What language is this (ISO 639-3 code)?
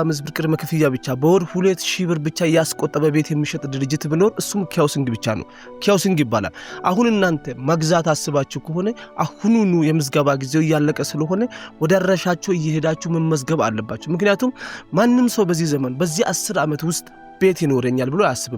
amh